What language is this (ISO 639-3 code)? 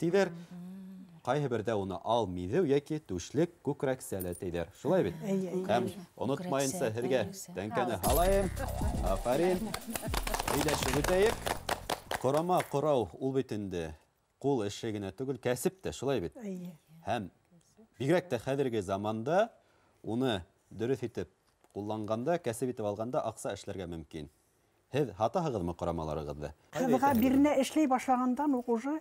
bak